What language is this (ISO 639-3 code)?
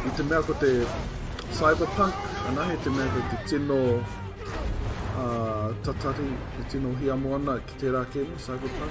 mri